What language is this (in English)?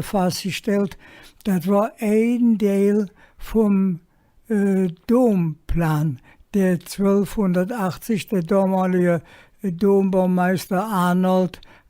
Colognian